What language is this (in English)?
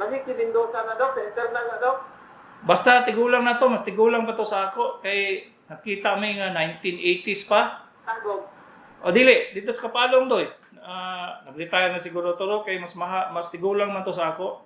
Cebuano